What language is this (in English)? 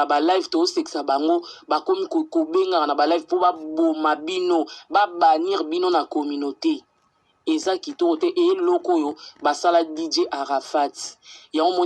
Lingala